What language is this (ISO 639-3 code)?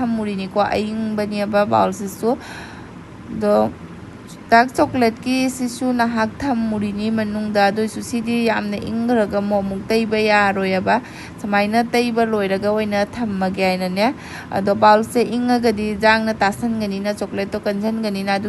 mni